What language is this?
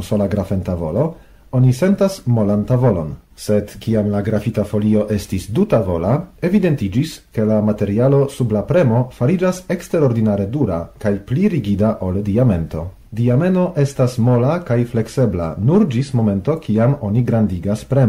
Esperanto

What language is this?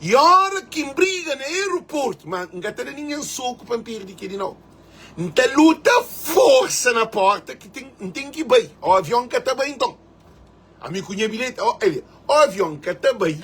Kabuverdianu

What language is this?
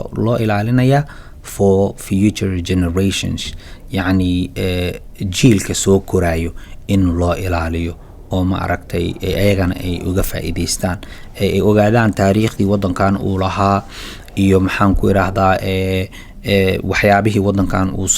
Somali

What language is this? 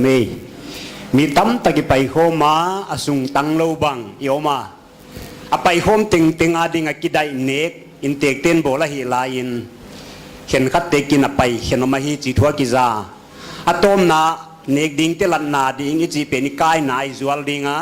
Paite Chin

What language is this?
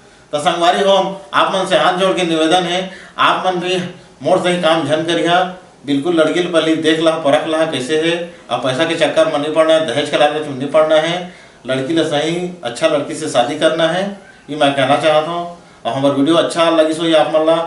Chhattisgarhi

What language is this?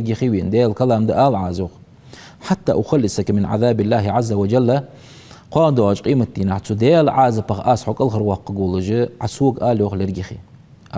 Ingush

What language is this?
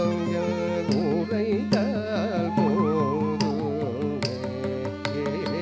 Tamil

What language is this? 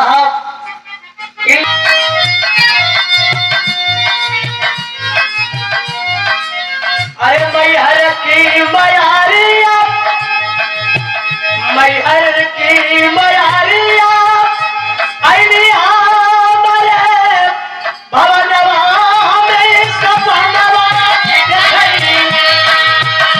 Bhojpuri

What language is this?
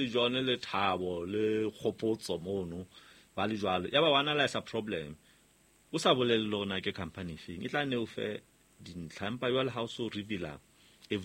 Southern Sotho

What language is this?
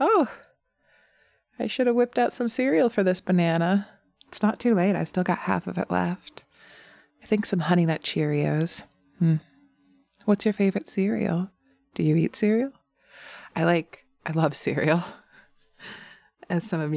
English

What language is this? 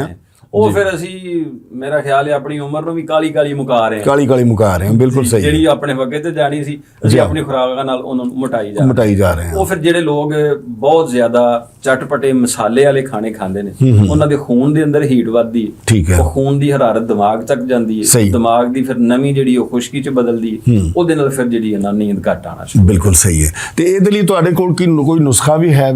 Western Panjabi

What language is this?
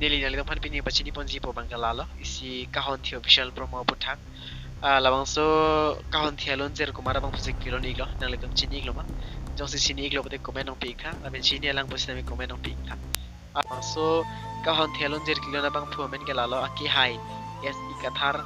Karbi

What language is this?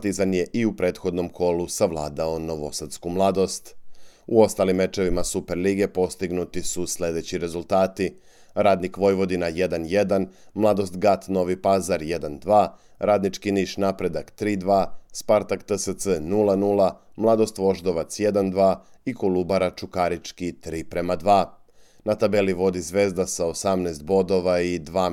Serbian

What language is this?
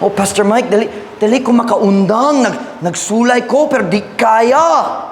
Cebuano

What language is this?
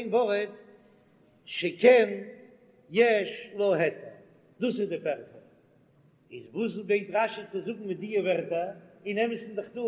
Yiddish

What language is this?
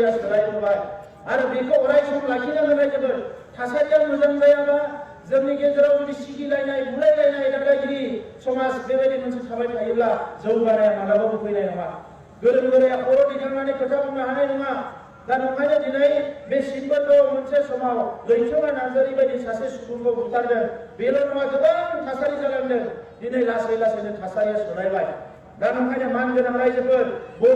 Bodo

